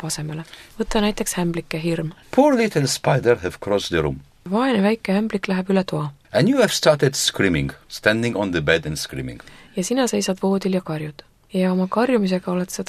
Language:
Estonian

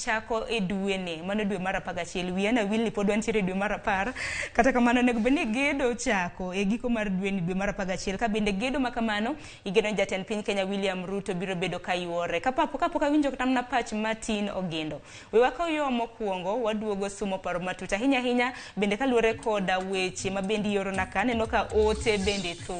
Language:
Luo (Kenya and Tanzania)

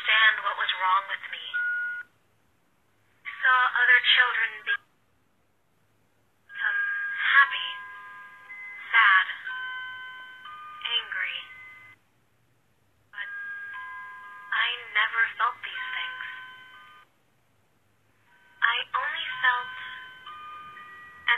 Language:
English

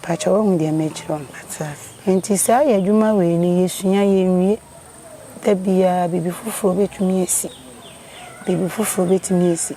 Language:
Akan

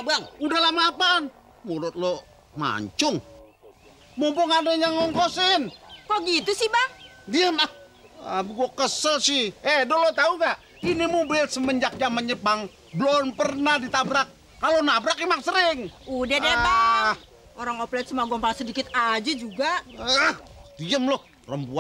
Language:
Betawi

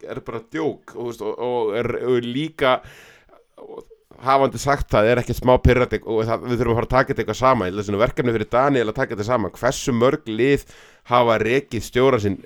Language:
Icelandic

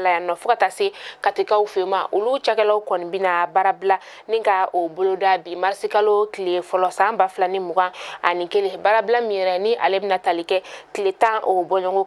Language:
Bambara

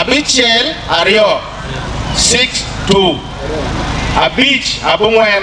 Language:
Acoli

